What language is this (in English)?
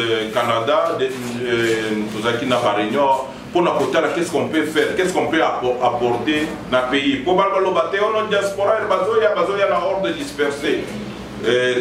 Lingala